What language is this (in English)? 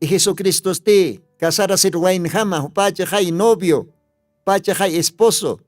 Aymara